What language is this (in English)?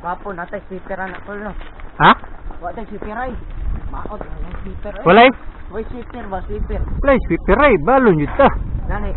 Cebuano